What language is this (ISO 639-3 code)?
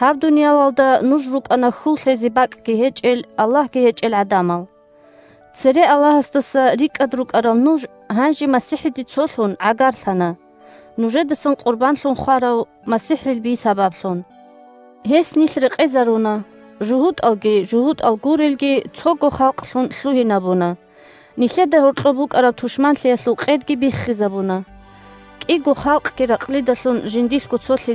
ava